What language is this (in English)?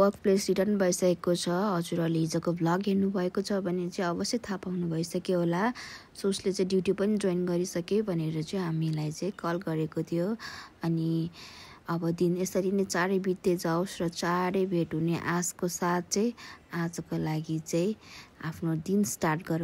Nepali